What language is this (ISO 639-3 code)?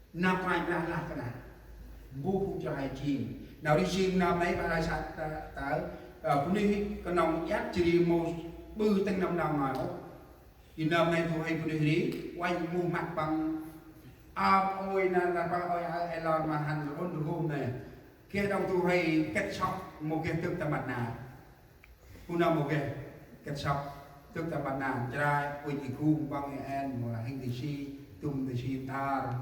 cmo